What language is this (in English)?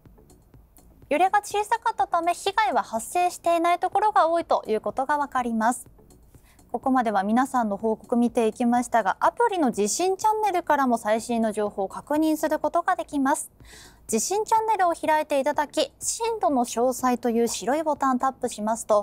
Japanese